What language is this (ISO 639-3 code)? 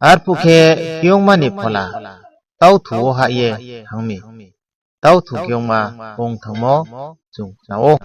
ria